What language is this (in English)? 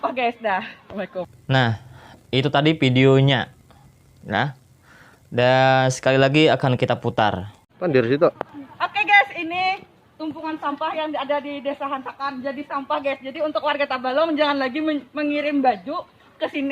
Banjar